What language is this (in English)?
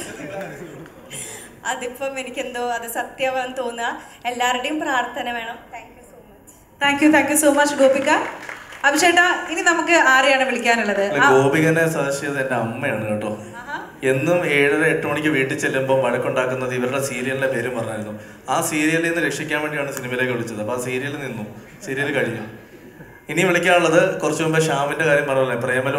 Malayalam